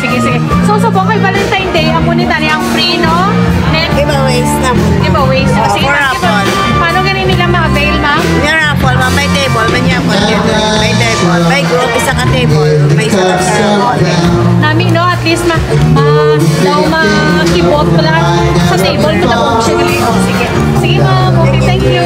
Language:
Hiligaynon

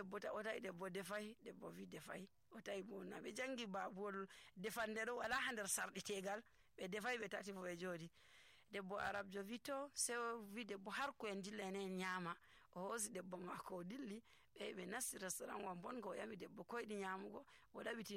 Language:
Nigerian Fulfulde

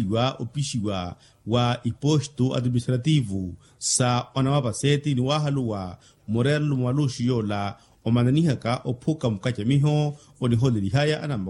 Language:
Makhuwa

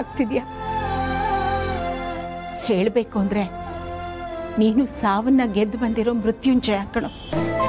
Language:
Kannada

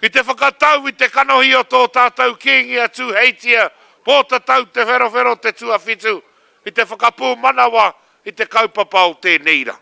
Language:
Māori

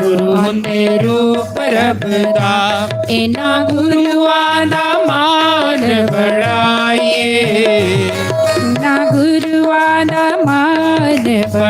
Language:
Dogri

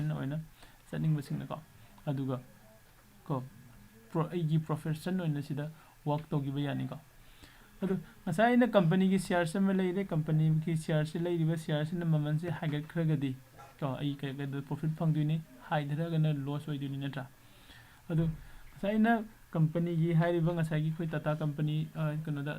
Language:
Manipuri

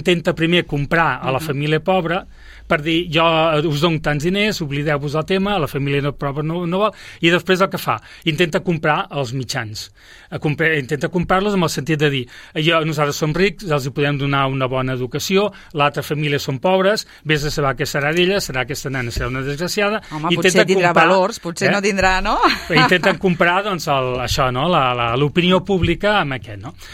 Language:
Catalan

